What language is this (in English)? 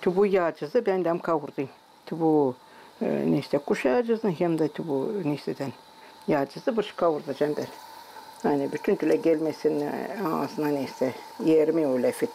Gagauz